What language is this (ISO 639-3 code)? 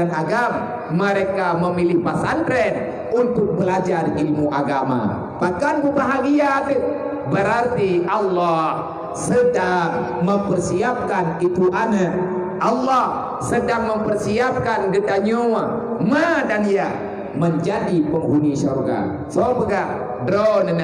ace